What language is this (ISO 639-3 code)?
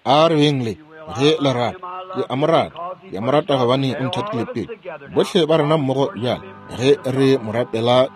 nso